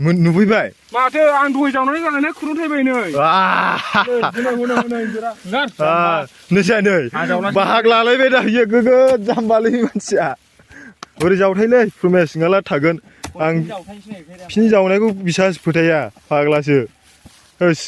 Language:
Bodo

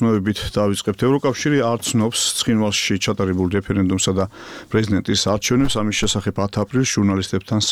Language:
Georgian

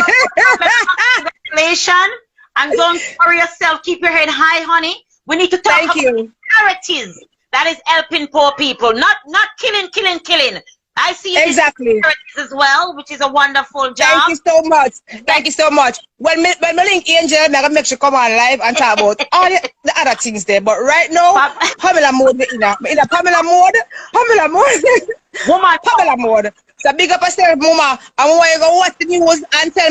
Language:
Jamaican Creole English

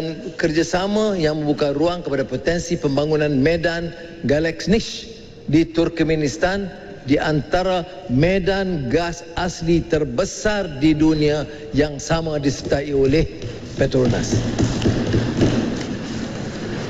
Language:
Malay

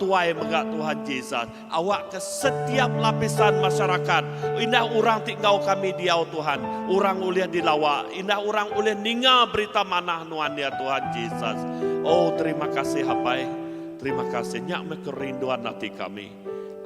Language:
Iban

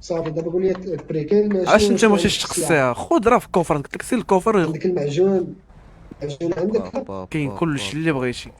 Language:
Moroccan Arabic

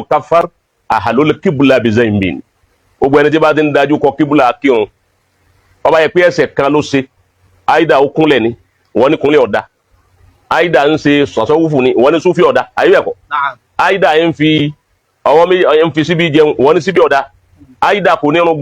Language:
Yoruba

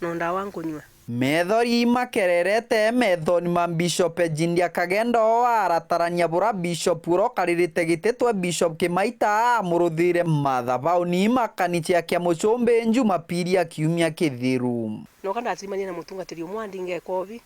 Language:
Meru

